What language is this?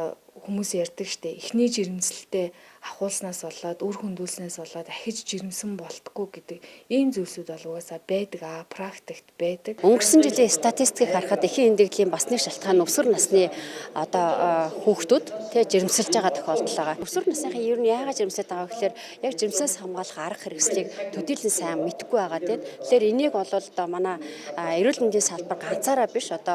Mongolian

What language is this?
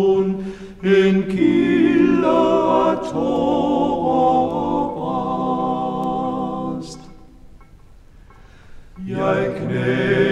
Danish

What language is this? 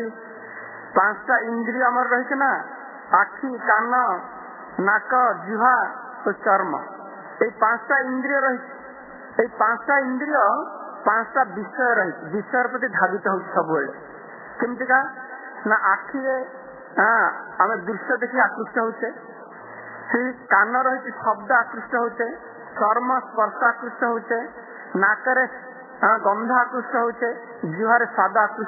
Odia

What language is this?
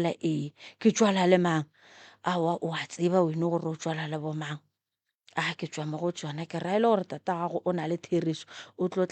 Northern Sotho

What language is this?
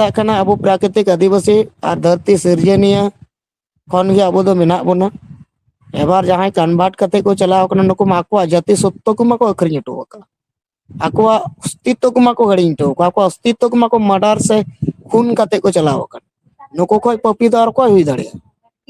Santali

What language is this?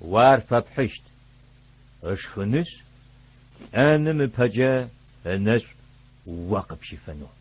Adyghe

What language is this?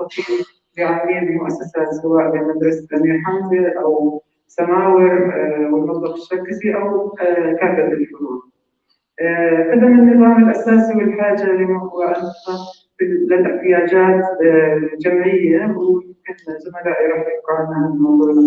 North Levantine Arabic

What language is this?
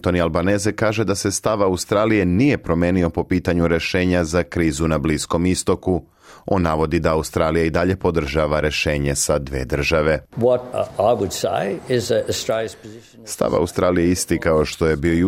Serbian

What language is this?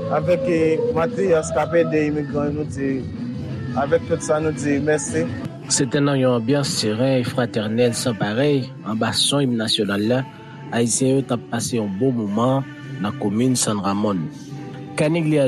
Haitian Creole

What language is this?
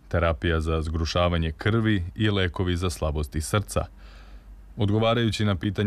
Serbian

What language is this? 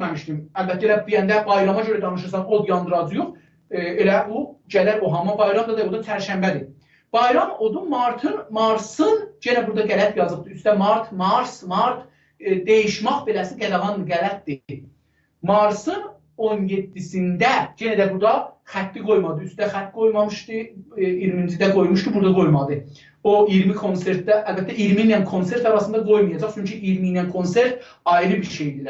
South Azerbaijani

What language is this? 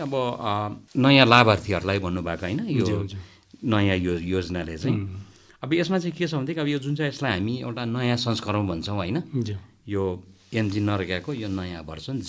Nepali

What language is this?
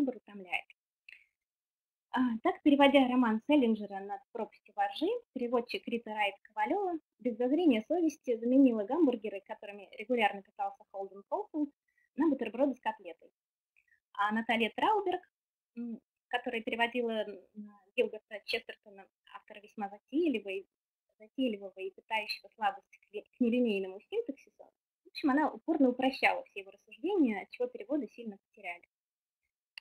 Russian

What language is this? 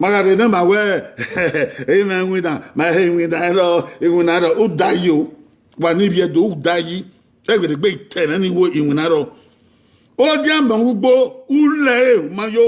Bini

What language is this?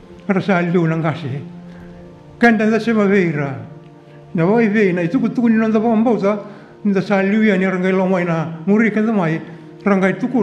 Fijian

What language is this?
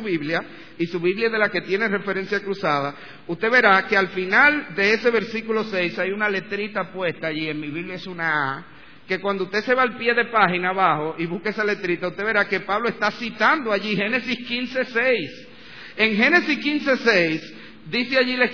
Spanish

